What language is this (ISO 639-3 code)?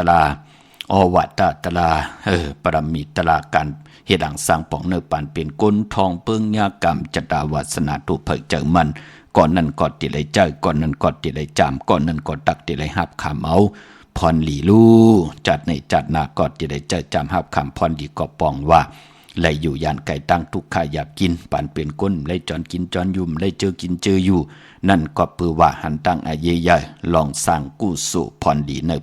shn